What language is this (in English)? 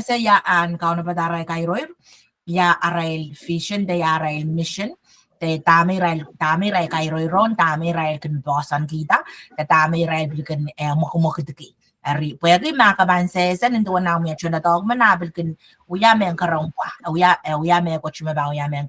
Pohnpeian